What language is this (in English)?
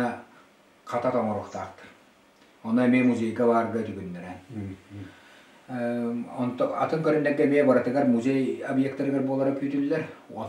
Yakut